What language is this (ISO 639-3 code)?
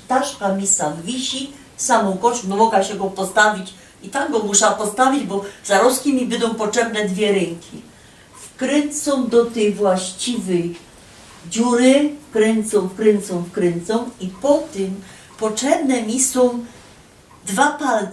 szl